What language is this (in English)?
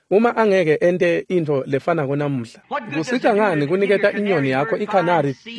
Swati